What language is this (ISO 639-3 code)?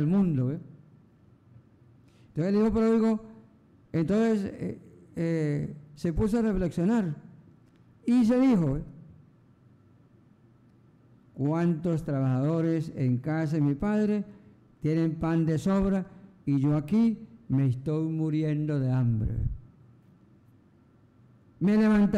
spa